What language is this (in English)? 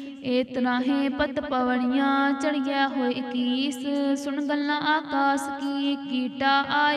Punjabi